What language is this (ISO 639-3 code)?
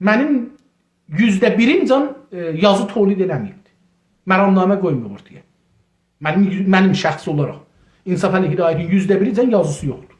azb